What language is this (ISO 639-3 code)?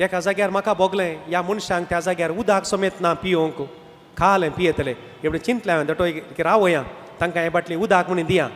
kok